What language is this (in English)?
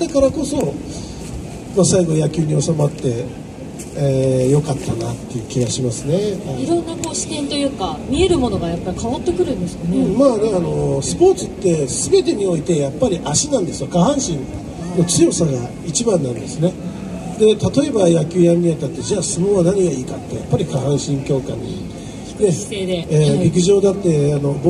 Japanese